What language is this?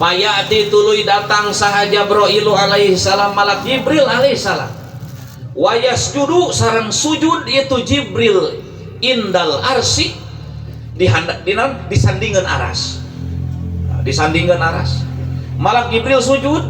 Sundanese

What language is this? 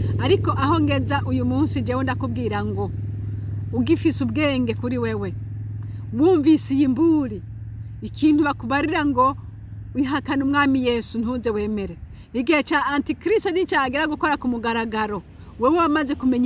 Rundi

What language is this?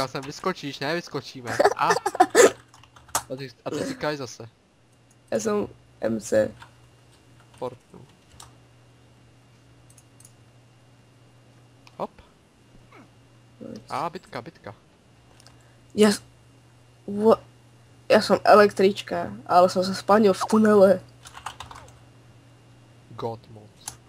Czech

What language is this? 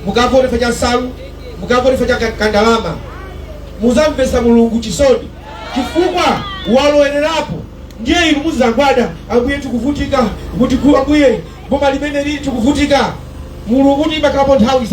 Nyanja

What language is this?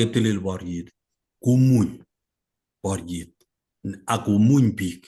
Kalenjin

